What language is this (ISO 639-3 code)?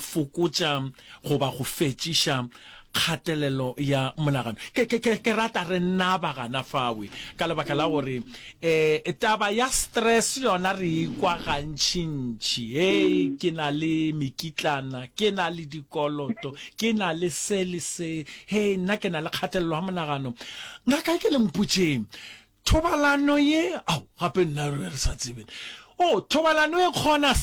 nso